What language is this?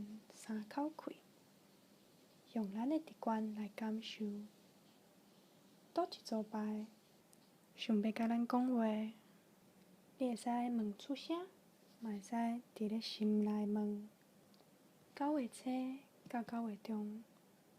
Min Nan Chinese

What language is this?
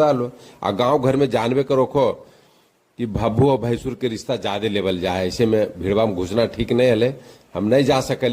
Magahi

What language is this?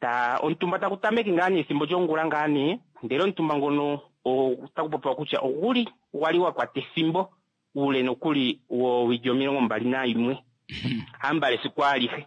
Kuanyama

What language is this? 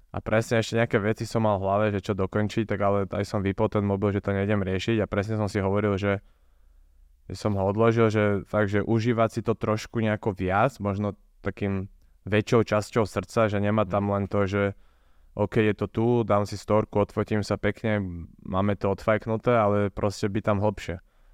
Slovak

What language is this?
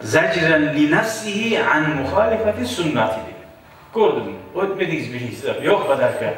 Kumyk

